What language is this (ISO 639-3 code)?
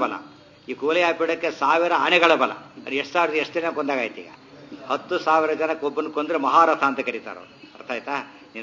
kan